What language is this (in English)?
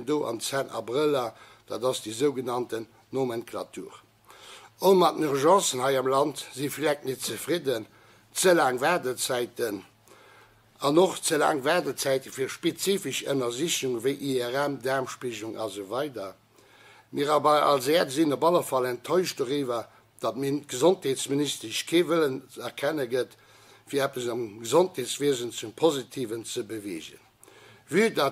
Luxembourgish